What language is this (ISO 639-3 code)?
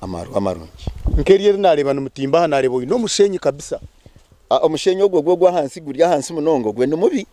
nyn